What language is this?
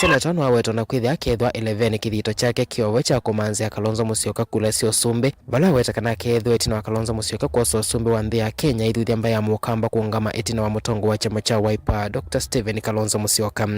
Kamba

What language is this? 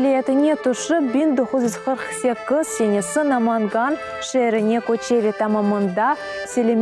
Crimean Tatar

